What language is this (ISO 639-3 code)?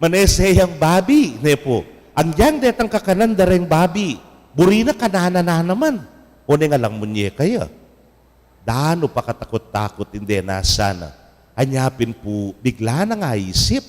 pam